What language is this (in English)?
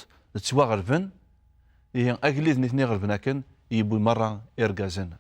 Kabyle